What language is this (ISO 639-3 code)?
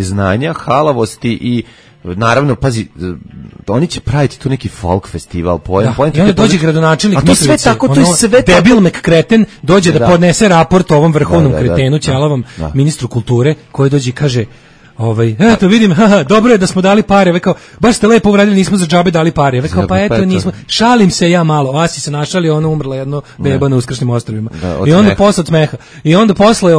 srp